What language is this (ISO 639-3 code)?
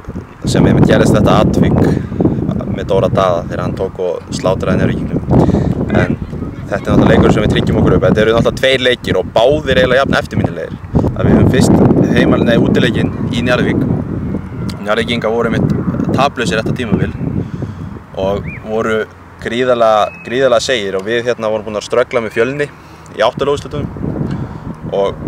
isl